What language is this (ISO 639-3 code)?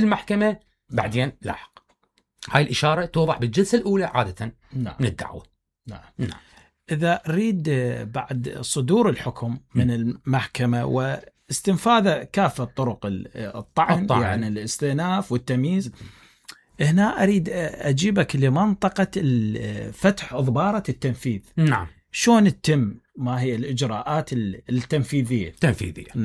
acm